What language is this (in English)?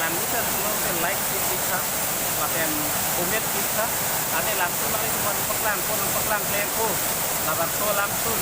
Karbi